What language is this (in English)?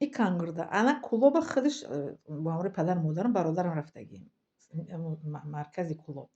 Tajik